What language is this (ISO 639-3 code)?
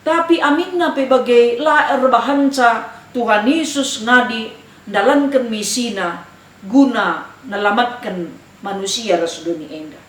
btx